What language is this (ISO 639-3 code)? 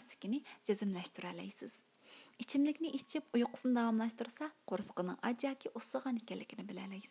uig